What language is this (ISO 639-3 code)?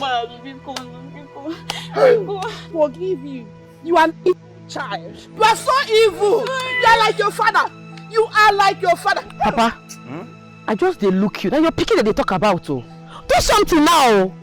pcm